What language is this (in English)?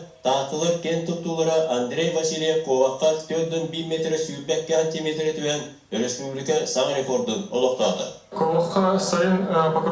Yakut